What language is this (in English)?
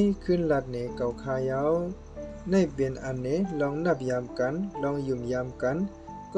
Shan